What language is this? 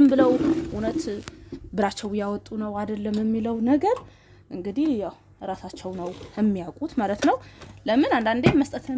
Amharic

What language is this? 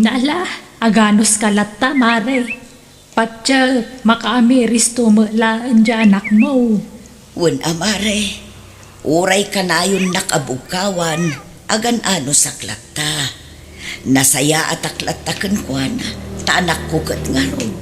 Iloko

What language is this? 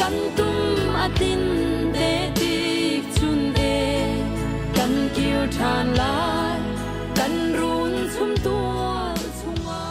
Hakha Chin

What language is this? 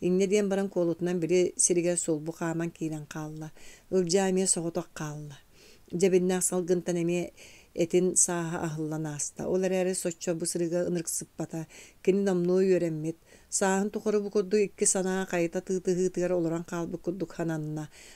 Yakut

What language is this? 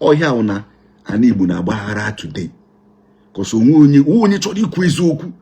Igbo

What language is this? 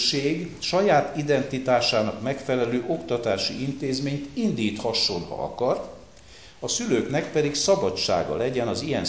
Hungarian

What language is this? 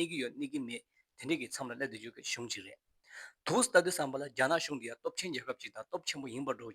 Tibetan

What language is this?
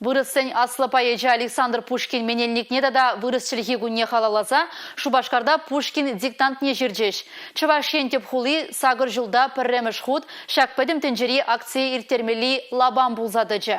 Chuvash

